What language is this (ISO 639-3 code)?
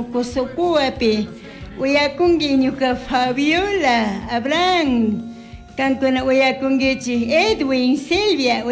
qug